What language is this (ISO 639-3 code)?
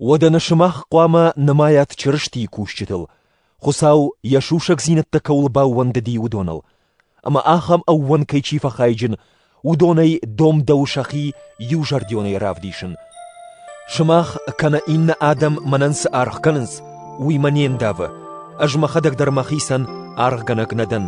oss